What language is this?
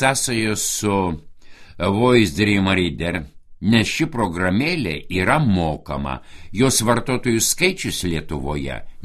Lithuanian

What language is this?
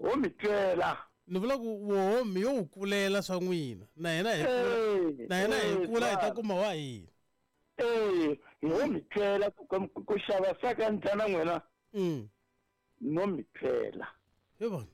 Tsonga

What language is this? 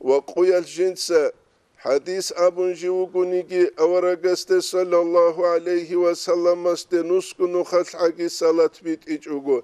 Avaric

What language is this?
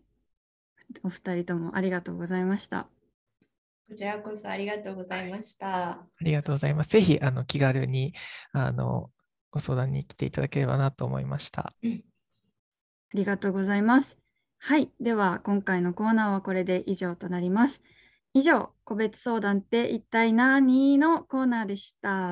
Japanese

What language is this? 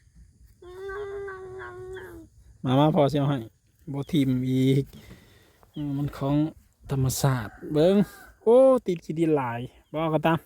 Northeastern Thai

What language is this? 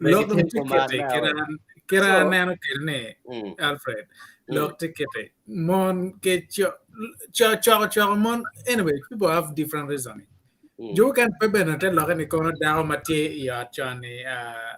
Acoli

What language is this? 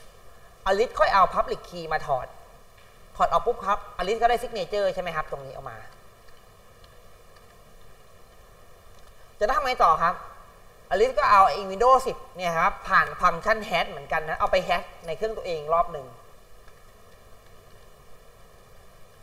Thai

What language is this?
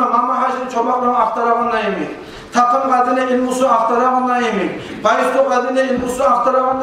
Kumyk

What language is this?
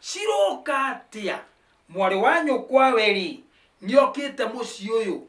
Kikuyu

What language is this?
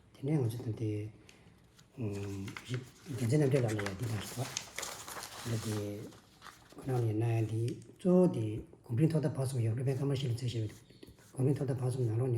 Tibetan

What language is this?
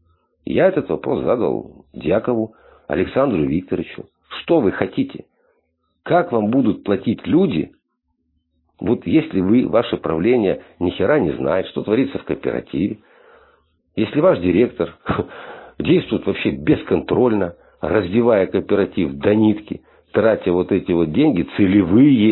Russian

